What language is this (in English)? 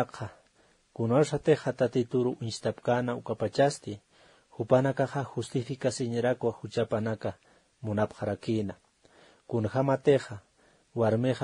Aymara